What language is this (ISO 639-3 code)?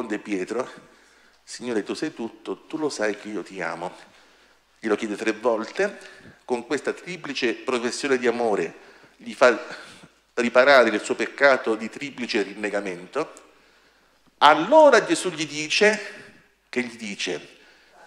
ita